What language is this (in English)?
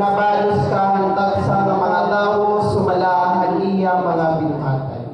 Waray